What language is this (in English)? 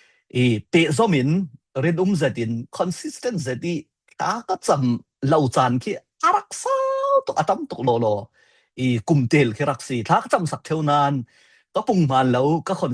Falam Chin